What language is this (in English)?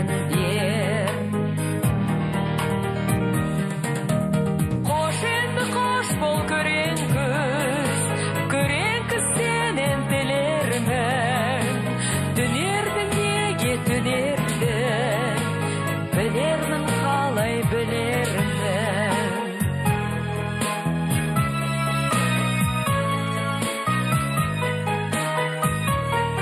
Kazakh